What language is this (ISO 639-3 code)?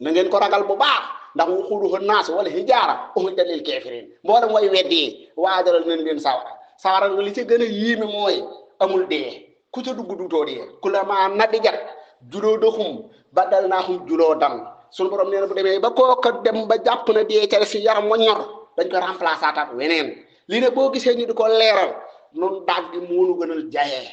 wol